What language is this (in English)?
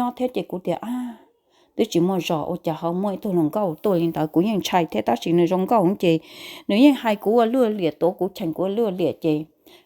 Hmong